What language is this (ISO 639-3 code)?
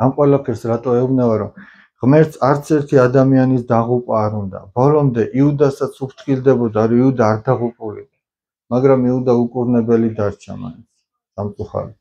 kat